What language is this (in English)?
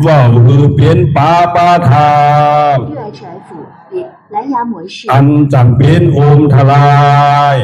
Lü